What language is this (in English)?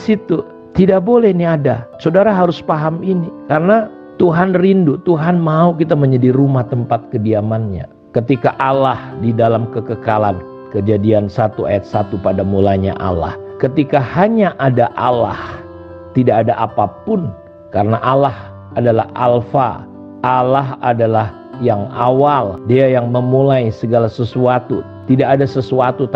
Indonesian